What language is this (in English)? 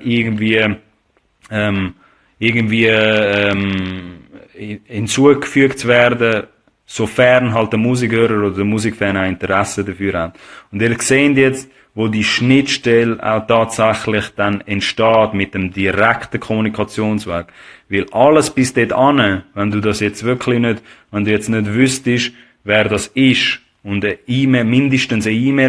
Swiss German